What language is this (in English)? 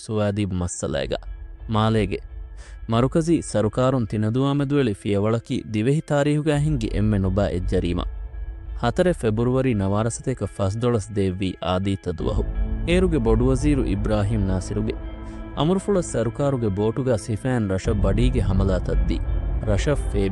Divehi